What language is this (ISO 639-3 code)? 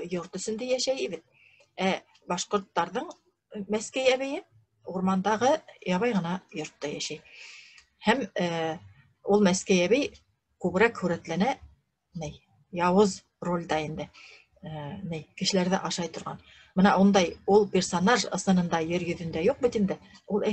bak